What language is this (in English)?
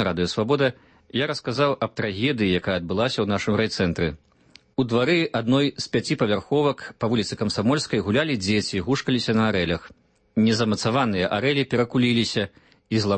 Belarusian